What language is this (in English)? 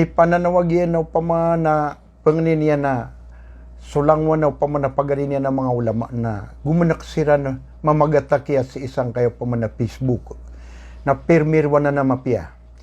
Maranao